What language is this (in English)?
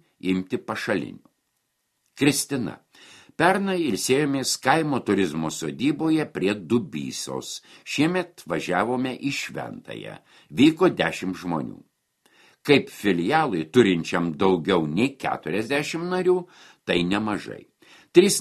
Lithuanian